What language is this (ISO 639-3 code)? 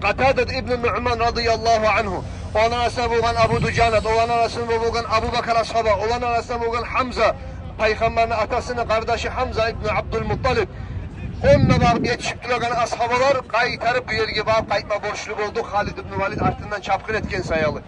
kum